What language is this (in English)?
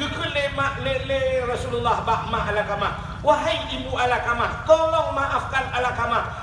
Achinese